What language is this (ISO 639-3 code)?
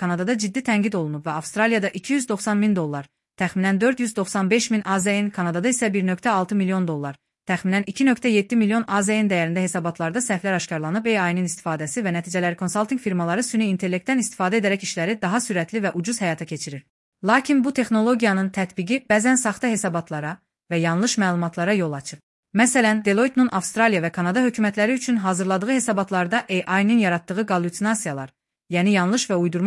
aze